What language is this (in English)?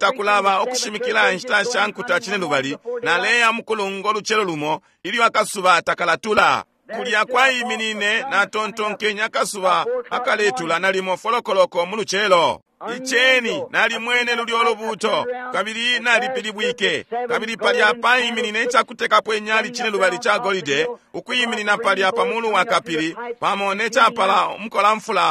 Bemba